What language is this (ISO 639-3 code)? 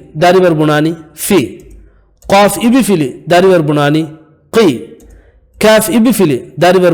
div